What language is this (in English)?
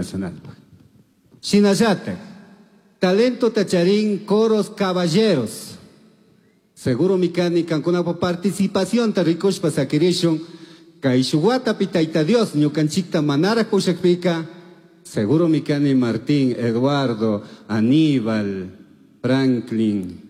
Chimborazo Highland Quichua